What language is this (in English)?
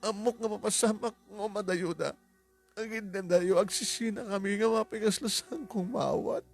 Iloko